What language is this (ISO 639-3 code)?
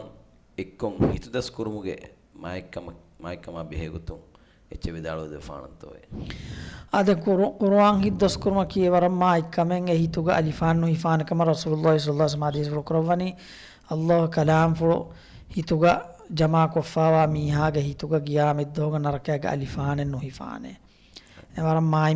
div